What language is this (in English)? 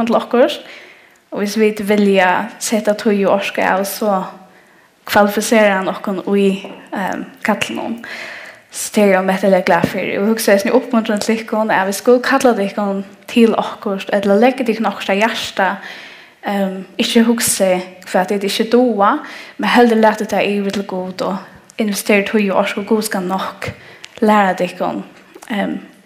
Faroese